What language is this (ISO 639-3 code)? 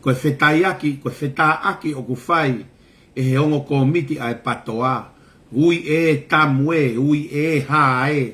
ton